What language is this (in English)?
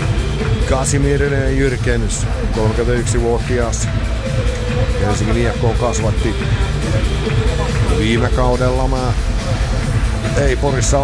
Finnish